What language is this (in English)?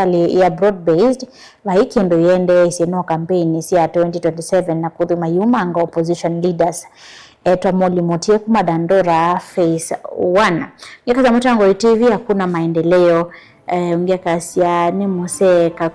Kamba